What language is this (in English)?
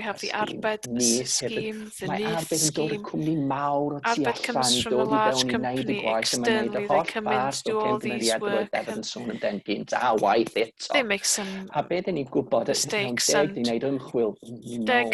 Welsh